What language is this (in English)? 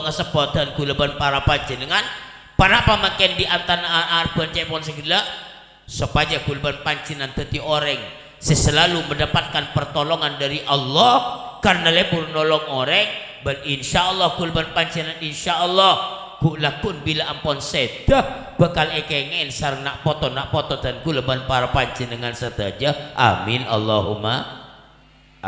Madurese